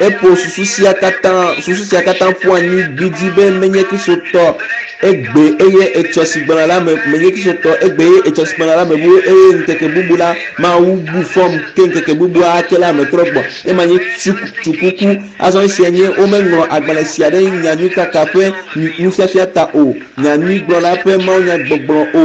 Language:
Ewe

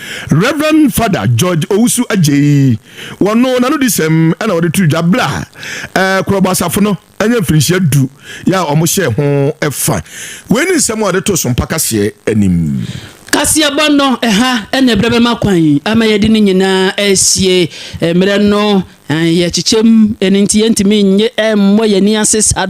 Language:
Akan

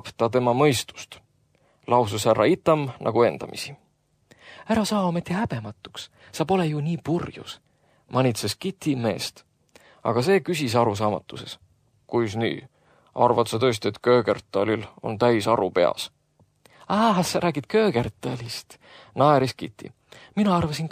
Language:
Estonian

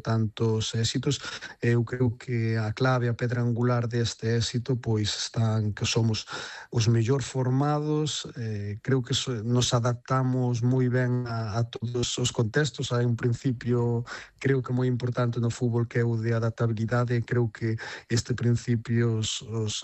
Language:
Galician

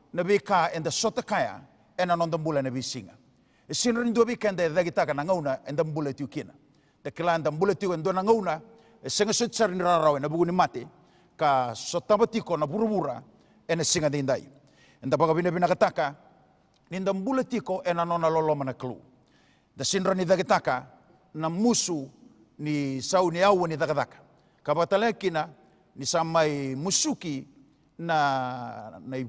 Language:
Fijian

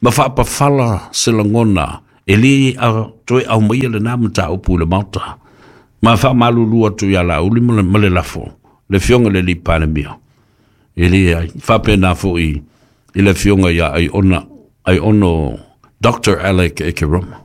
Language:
Samoan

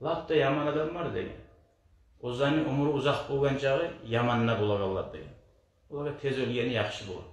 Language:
Kumyk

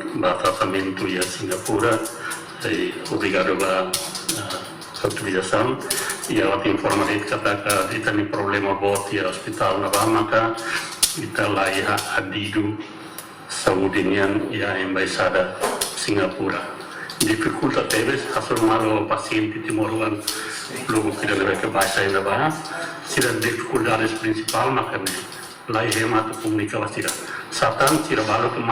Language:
Tetum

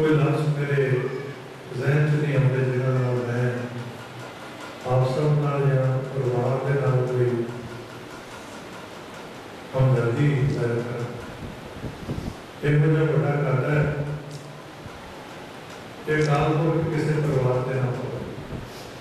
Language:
Punjabi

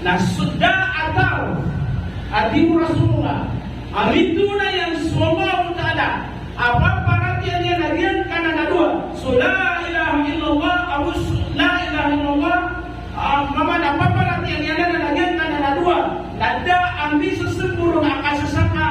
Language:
Maranao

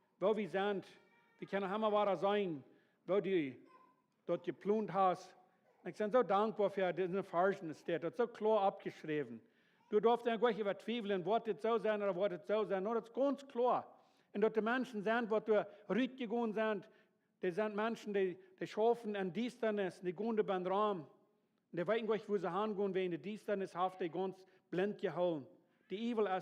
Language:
Plautdietsch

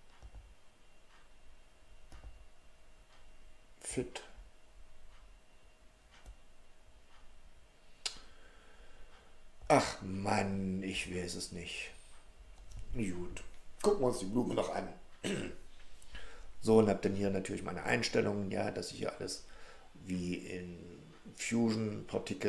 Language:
German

